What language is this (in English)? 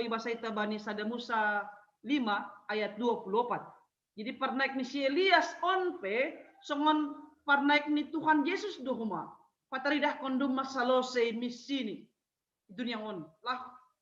Batak Simalungun